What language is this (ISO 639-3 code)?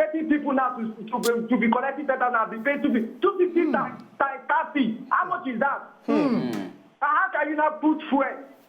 pcm